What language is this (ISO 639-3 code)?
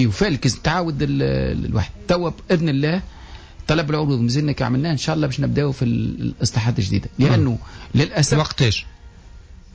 aeb